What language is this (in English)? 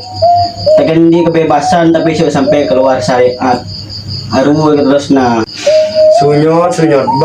Madurese